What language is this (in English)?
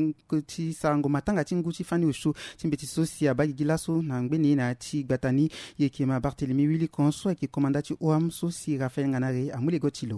Sango